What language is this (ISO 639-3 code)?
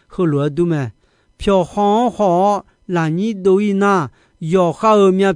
ahk